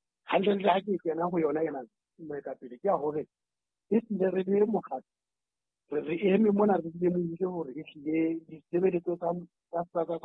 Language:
Southern Sotho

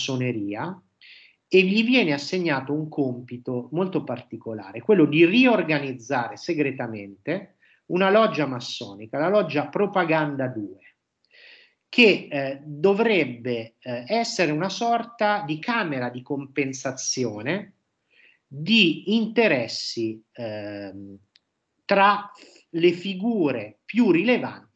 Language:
Italian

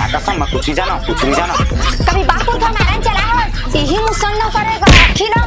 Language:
Chhattisgarhi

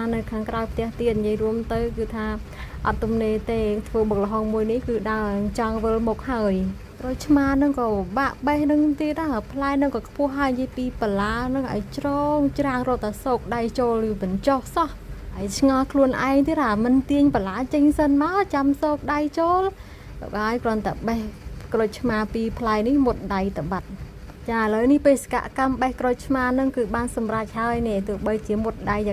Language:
Khmer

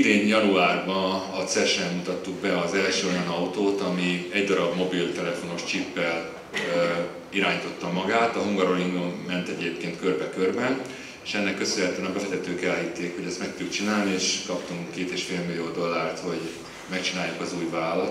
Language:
Hungarian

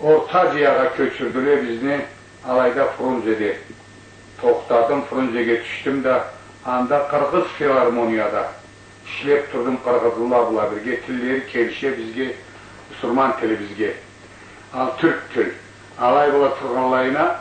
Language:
Karachay-Balkar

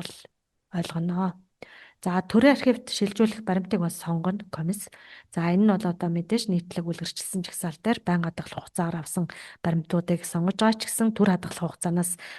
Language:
Mongolian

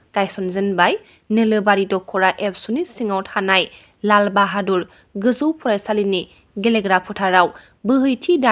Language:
Bodo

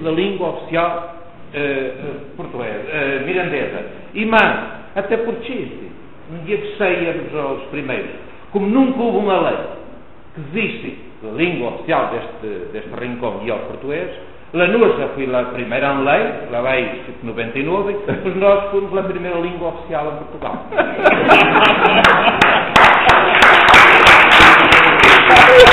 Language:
Mirandese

